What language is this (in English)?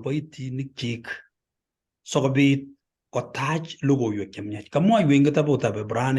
Kalenjin